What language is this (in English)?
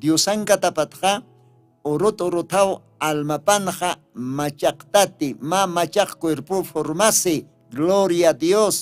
Aymara